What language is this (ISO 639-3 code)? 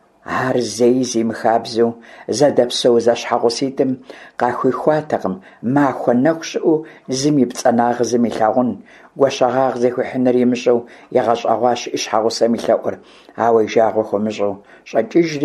kbd